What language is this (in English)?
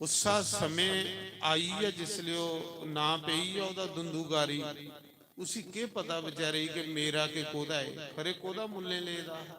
Dogri